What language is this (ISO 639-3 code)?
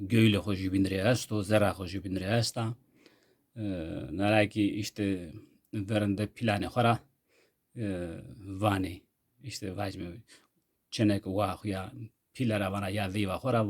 zza